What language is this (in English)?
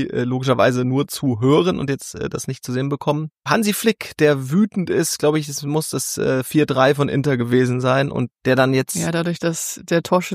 German